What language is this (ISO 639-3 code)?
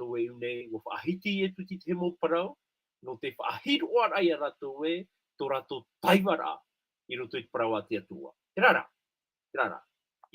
tah